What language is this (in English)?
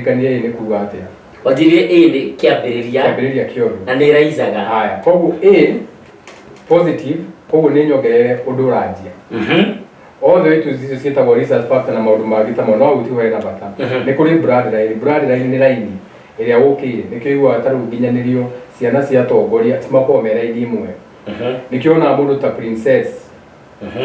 Kikuyu